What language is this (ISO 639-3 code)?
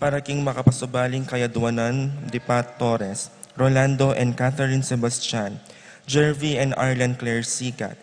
pam